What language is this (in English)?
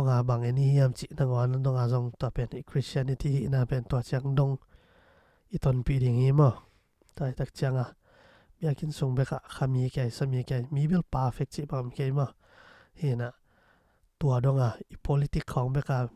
Tedim Chin